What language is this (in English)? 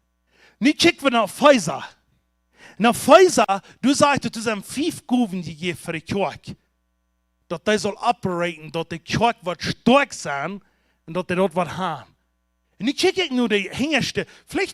Plautdietsch